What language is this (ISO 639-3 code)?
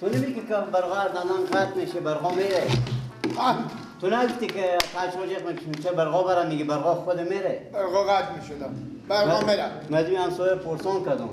fas